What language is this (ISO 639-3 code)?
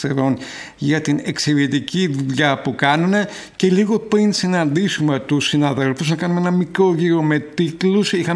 ell